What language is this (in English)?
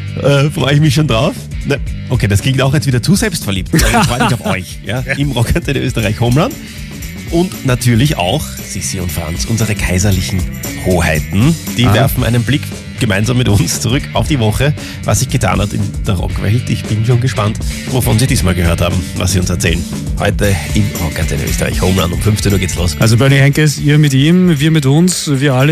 German